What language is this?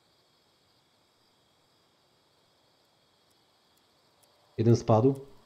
Polish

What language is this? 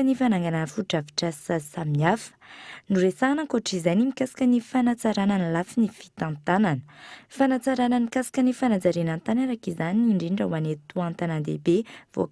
Malagasy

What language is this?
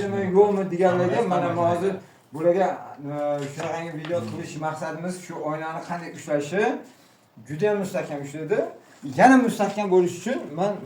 Uzbek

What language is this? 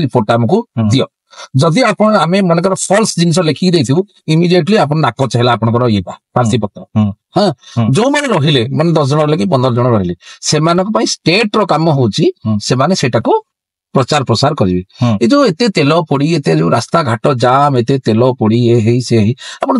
Odia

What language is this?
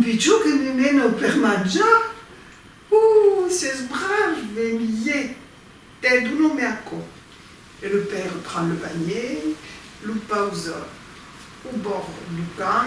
Occitan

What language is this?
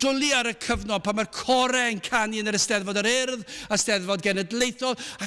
Welsh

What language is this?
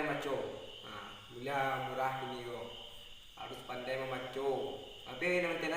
Minangkabau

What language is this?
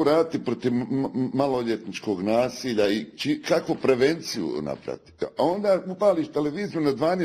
Bosnian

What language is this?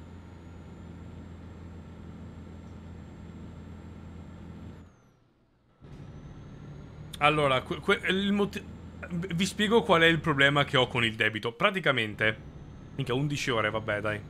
Italian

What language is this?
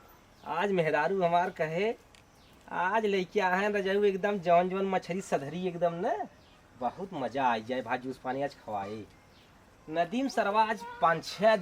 Awadhi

